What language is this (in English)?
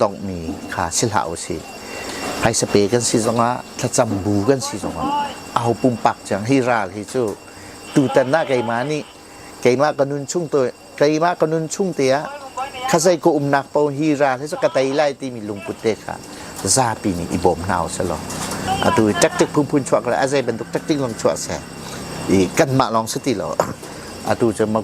Hakha Chin